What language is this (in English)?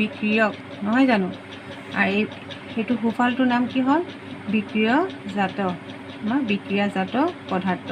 Assamese